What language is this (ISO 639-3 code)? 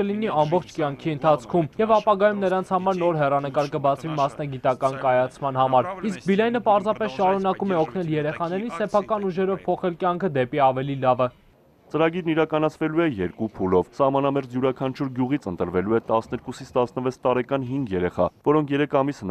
hye